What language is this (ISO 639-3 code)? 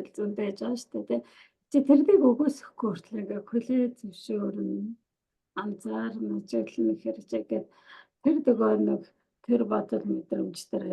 mon